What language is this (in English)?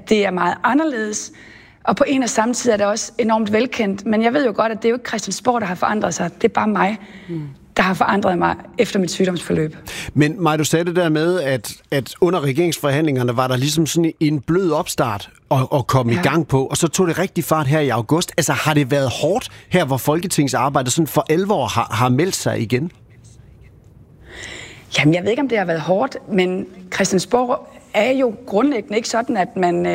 Danish